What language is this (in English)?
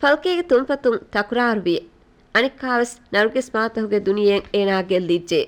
Divehi